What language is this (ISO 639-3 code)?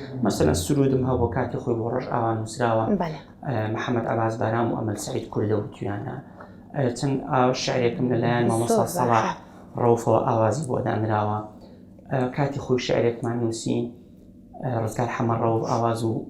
ckb